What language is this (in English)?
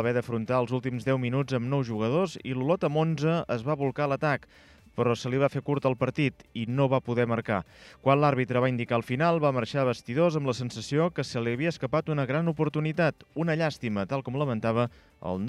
Catalan